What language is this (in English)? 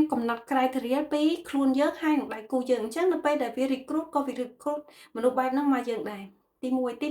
Khmer